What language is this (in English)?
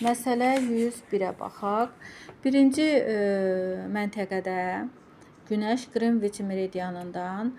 Azerbaijani